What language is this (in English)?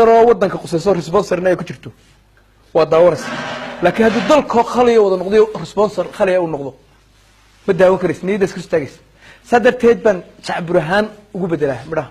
Somali